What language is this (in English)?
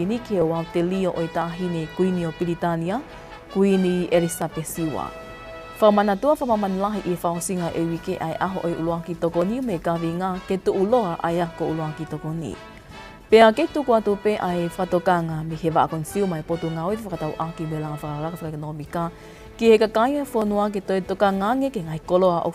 Tongan